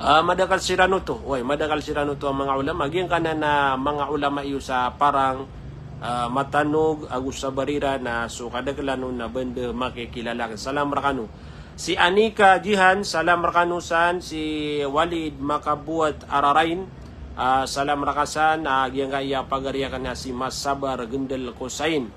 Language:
Maranao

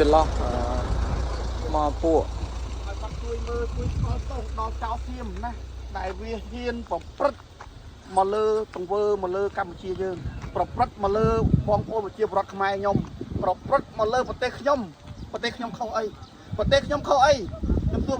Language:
Khmer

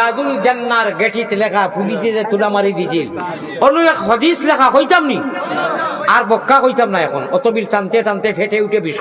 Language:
Sylheti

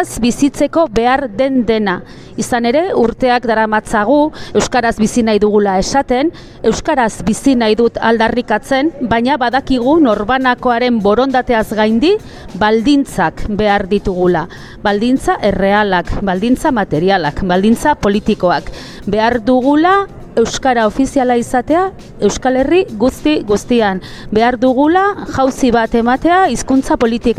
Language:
Basque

